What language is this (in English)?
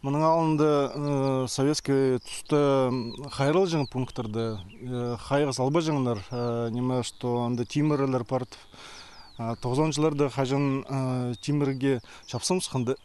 Khakas